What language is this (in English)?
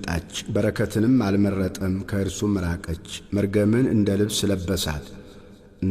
Amharic